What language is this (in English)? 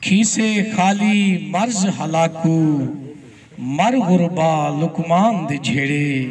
Saraiki